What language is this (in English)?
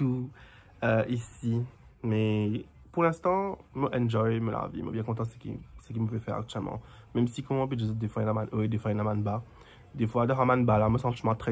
Morisyen